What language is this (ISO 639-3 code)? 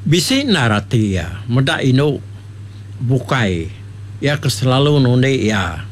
iba